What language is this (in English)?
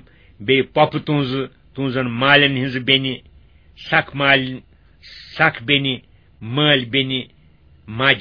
Kashmiri